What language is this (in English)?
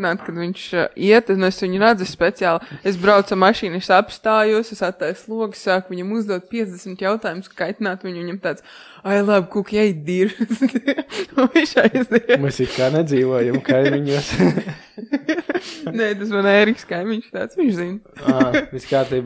Latvian